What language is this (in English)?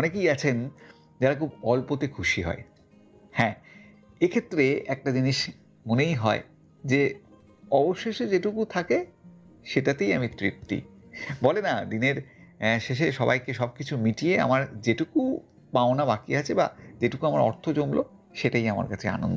Bangla